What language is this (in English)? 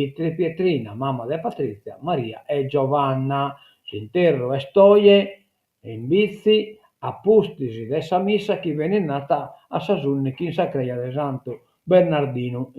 Sardinian